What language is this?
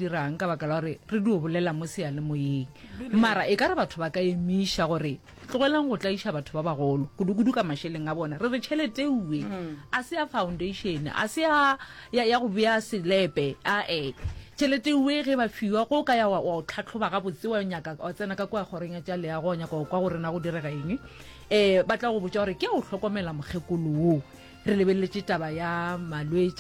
Northern Sotho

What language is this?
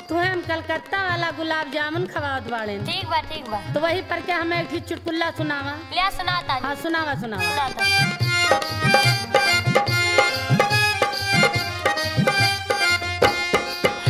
Bhojpuri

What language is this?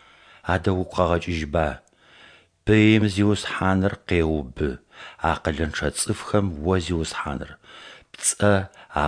Adyghe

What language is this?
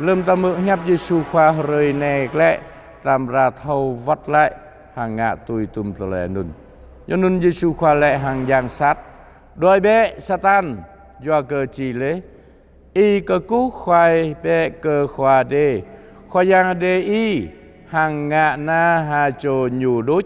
Jarai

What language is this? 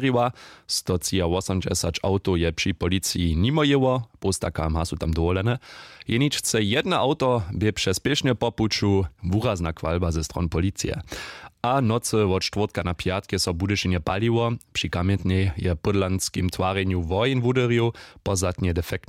Upper Sorbian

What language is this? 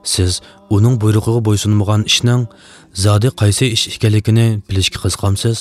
Uyghur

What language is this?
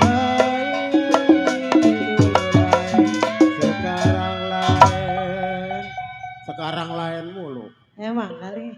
Betawi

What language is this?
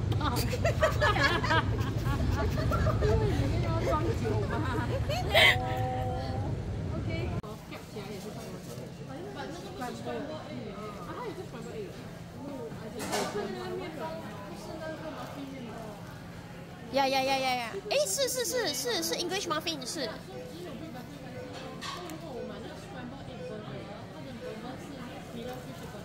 Chinese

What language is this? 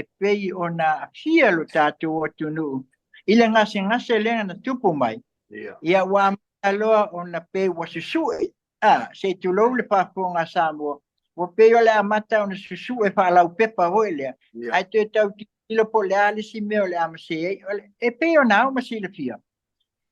Samoan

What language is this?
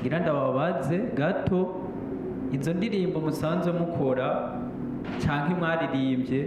Rundi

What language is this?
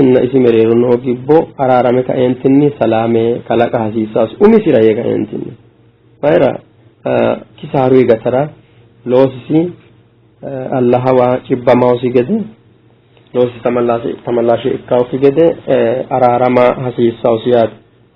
Sidamo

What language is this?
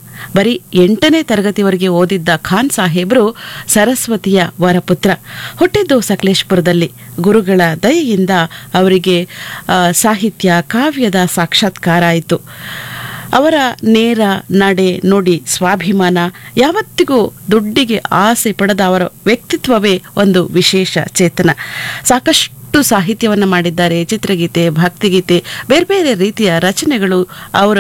Kannada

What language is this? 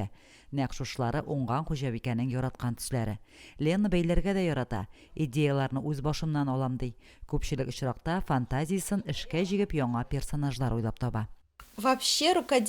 Tatar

